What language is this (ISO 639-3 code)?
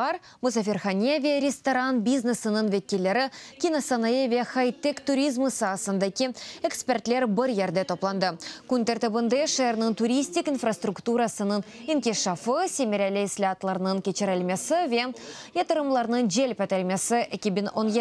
crh